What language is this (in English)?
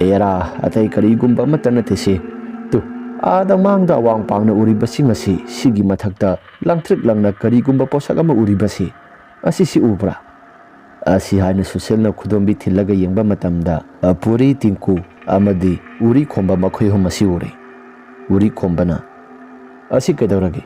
Manipuri